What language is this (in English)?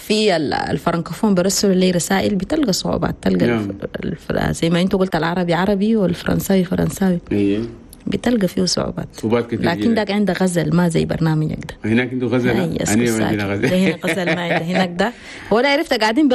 Chadian Arabic